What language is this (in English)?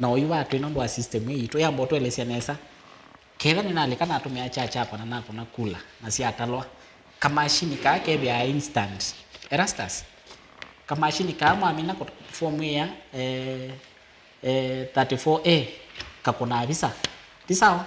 Kamba